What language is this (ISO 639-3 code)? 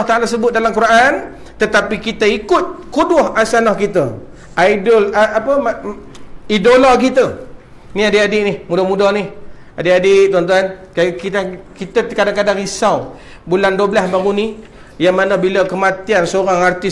msa